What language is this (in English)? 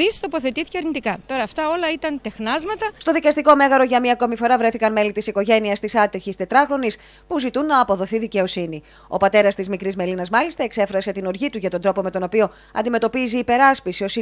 Greek